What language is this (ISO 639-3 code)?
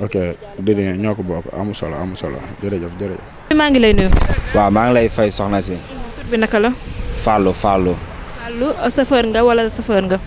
wol